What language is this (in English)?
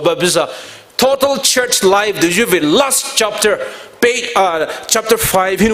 Poumei Naga